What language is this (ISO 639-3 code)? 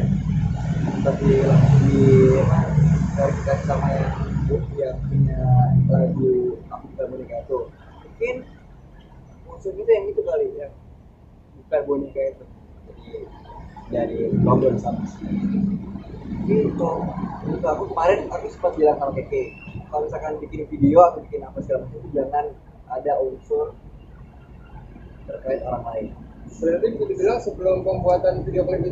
ind